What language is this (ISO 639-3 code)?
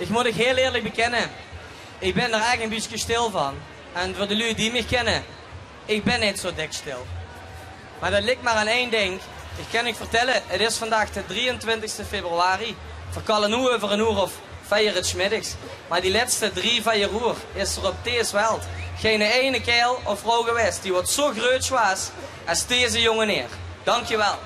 lim